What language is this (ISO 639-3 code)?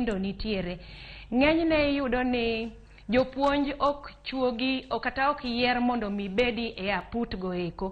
luo